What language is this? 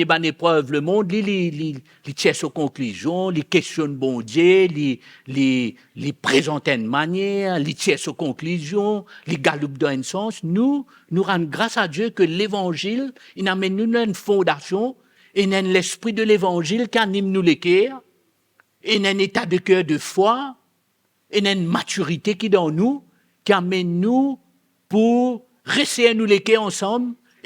Morisyen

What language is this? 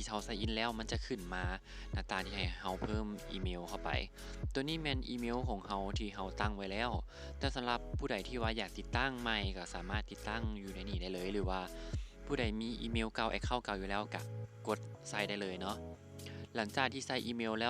Lao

